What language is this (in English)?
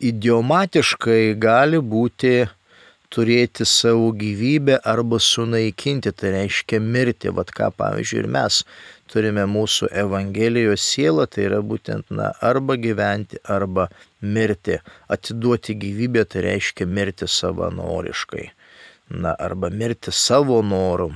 Lithuanian